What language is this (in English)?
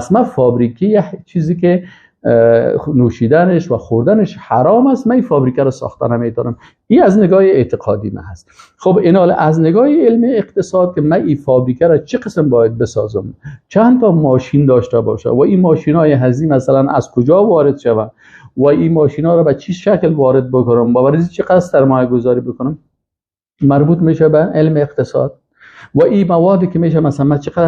Persian